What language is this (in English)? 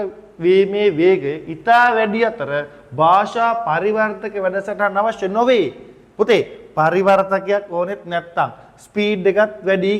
Sinhala